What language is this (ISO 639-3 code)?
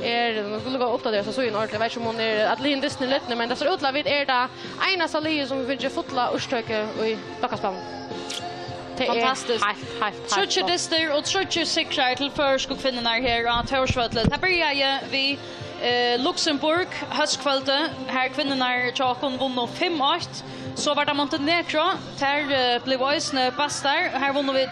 fao